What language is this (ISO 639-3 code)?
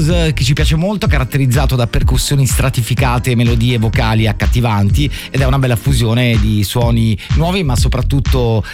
ita